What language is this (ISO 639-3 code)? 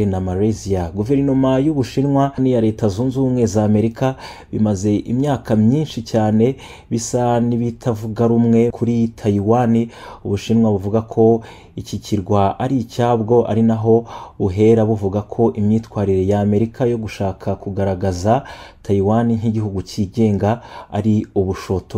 kin